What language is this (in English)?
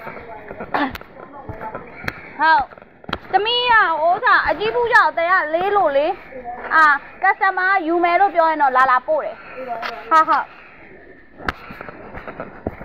Burmese